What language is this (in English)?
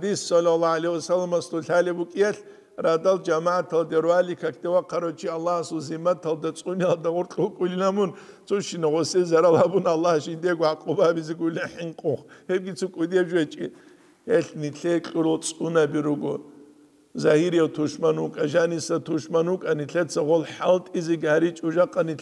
Avaric